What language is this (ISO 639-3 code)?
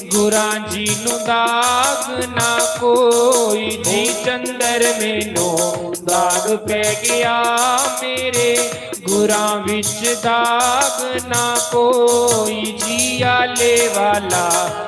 doi